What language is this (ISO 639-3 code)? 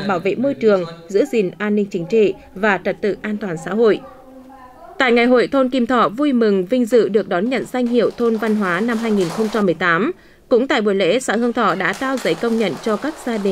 vie